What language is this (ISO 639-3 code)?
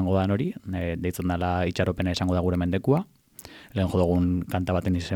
eus